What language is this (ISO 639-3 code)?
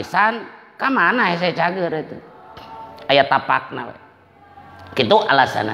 sun